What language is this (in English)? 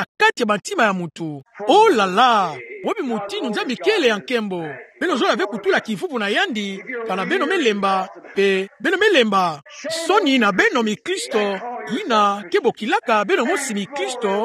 Kituba (Democratic Republic of Congo)